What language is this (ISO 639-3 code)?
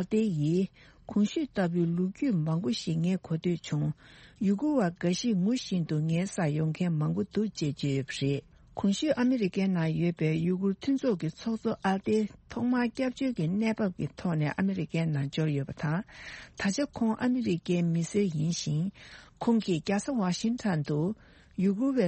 bod